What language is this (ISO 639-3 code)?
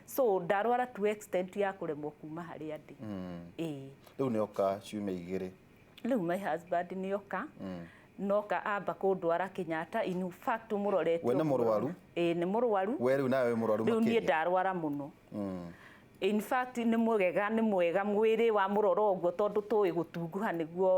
kik